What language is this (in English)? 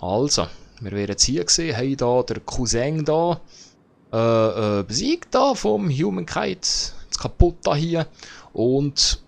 Swiss German